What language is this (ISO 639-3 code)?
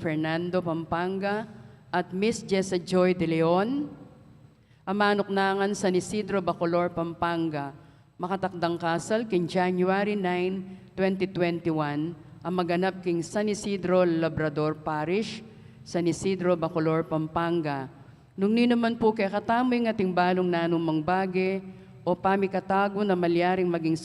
pam